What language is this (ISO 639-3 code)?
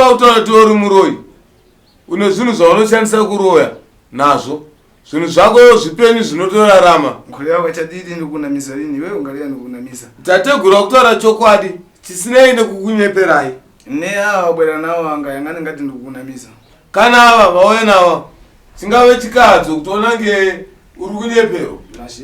sna